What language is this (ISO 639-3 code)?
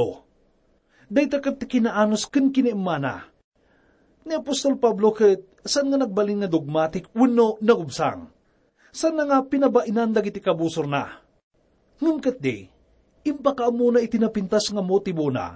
ilo